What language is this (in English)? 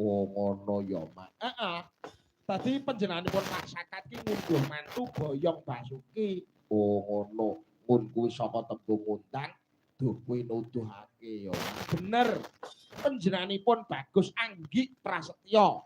Javanese